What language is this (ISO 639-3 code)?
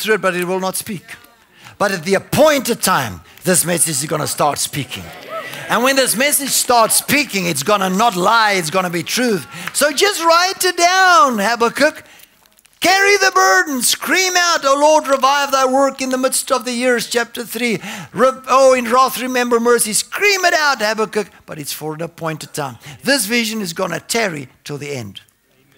eng